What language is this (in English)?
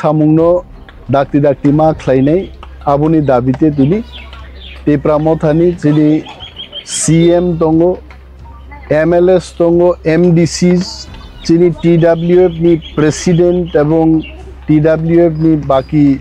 Kok Borok